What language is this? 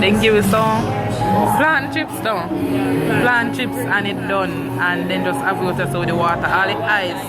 Jamaican Creole English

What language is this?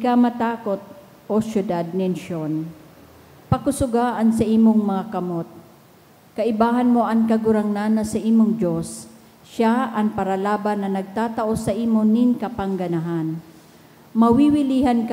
Bikol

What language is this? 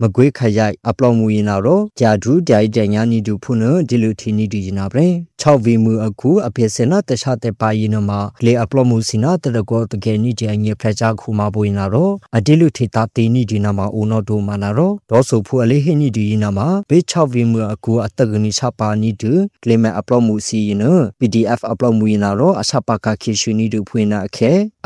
Burmese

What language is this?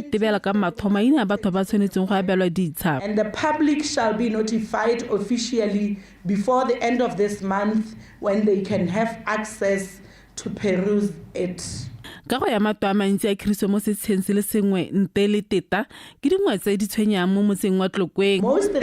Tswana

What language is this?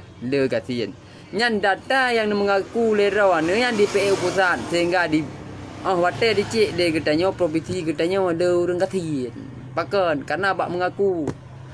Achinese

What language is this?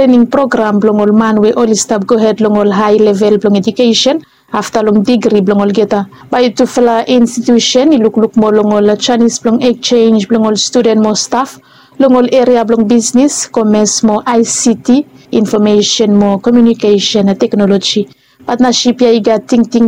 Bislama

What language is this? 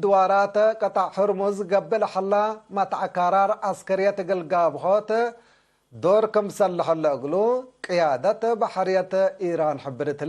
Tigre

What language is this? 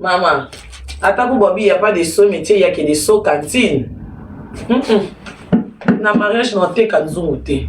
Lingala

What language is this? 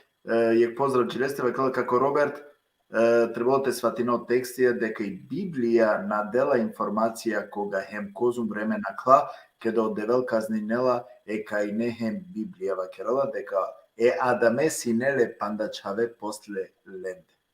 Balkan Romani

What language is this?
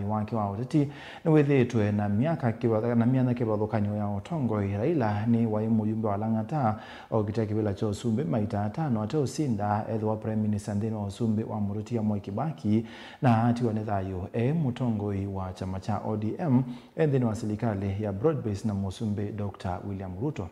Kamba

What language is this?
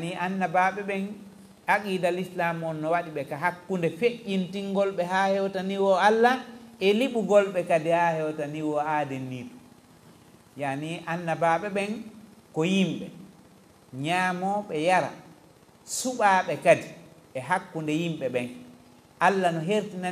Fula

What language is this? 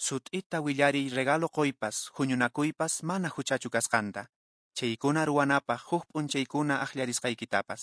Quechua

